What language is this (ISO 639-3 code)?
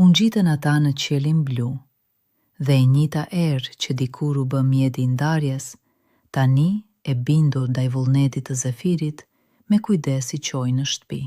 sqi